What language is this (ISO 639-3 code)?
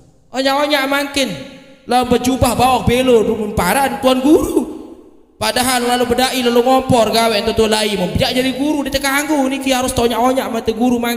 sas